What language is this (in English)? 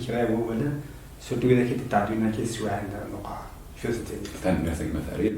Kabyle